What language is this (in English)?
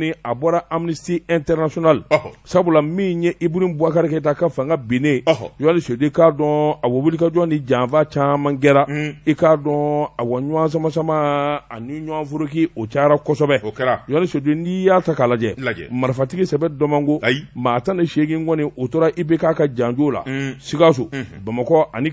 Bambara